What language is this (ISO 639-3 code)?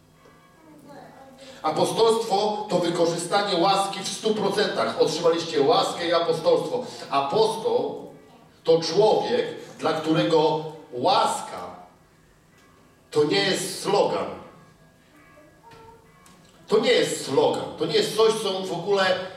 pol